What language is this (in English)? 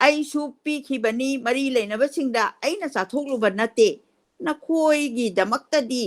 Manipuri